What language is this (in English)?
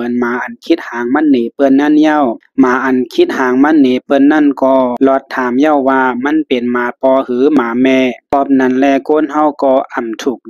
Shan